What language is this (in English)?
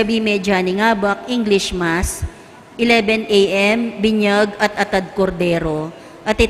Pampanga